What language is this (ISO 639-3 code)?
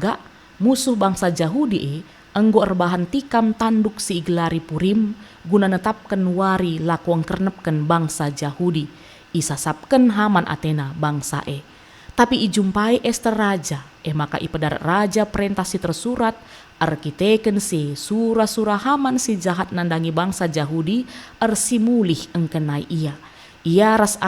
btx